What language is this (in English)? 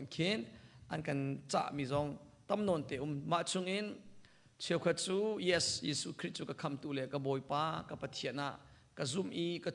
Hakha Chin